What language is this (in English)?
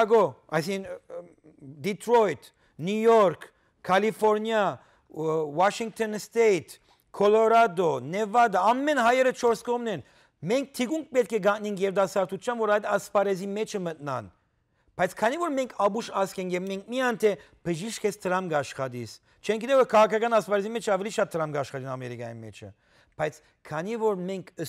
Western Armenian